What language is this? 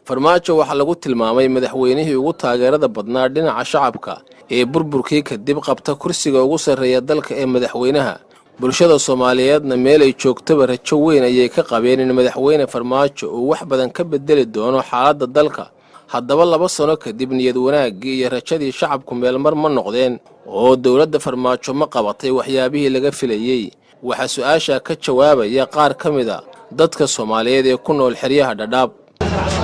Somali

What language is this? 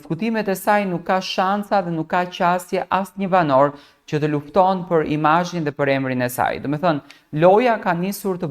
Albanian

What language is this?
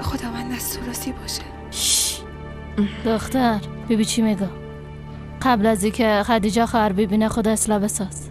Persian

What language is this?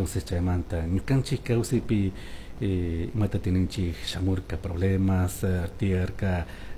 Chimborazo Highland Quichua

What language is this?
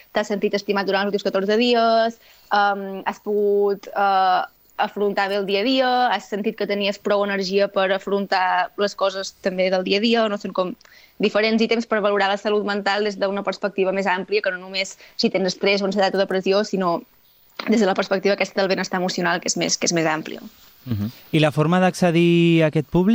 Catalan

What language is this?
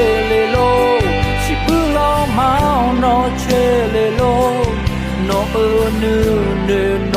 Akha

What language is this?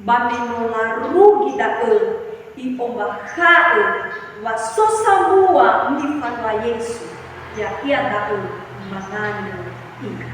Nias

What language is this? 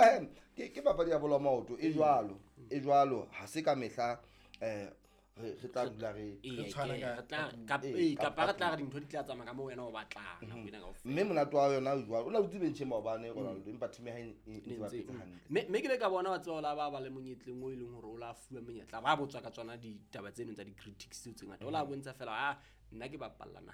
Southern Sotho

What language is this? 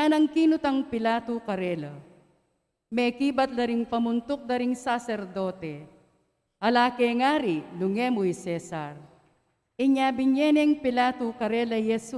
Pampanga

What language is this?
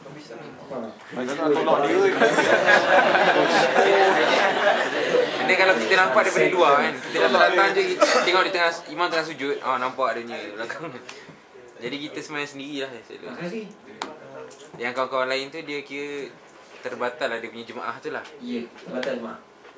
Malay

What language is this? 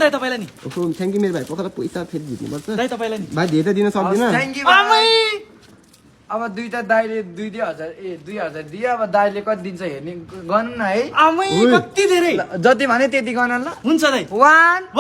Nepali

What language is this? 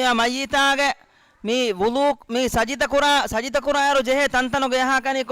Divehi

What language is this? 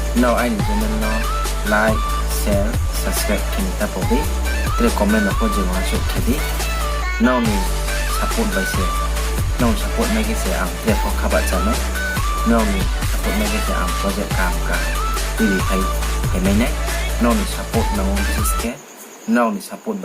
Riang (India)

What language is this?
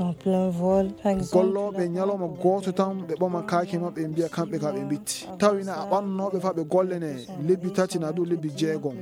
Fula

